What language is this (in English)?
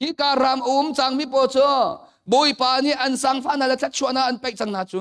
Hakha Chin